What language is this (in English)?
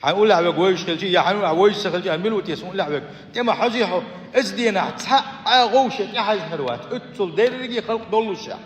Chechen